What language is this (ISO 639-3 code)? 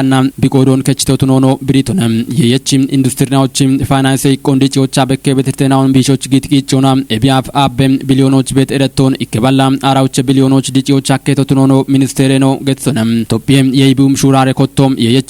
kbr